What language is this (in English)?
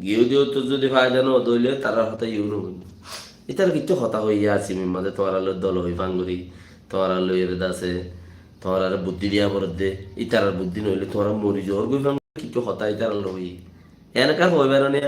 Rohingya